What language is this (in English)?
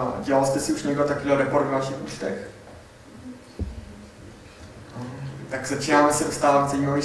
Czech